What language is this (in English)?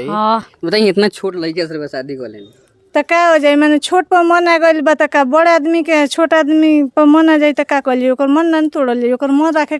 Bhojpuri